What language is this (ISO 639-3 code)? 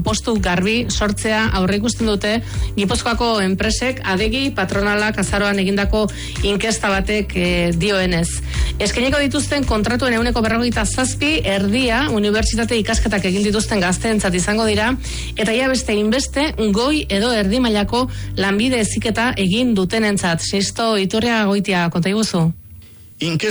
eus